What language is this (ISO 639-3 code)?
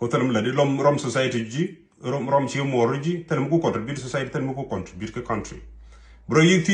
nus